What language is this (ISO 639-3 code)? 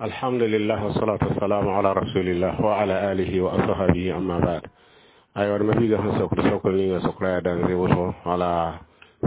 mos